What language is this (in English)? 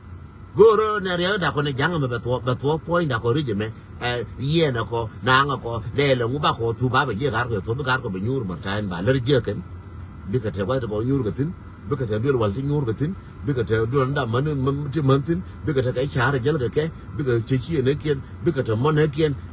Nuer